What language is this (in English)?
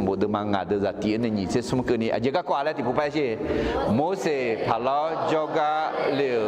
Akha